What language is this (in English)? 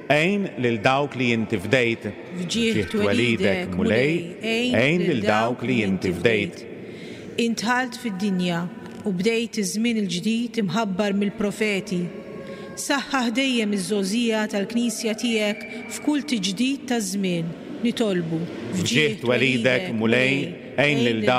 Maltese